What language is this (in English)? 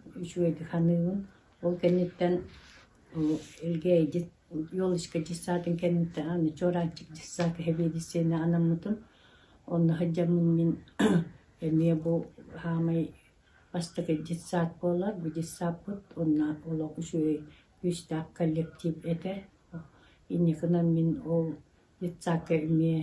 Yakut